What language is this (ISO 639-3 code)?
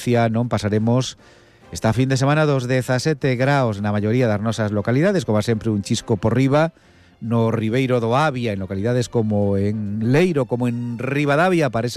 glg